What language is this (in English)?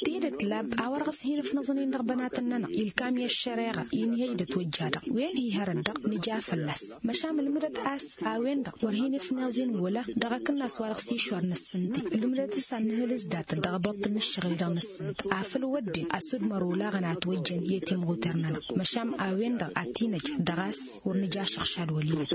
Tamasheq